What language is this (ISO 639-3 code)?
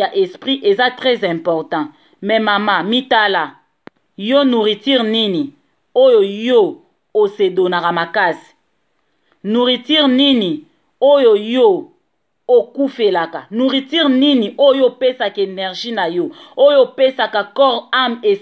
lin